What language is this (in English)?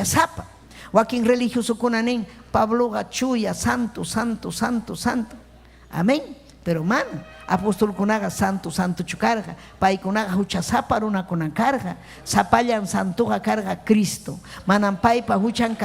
Ayacucho Quechua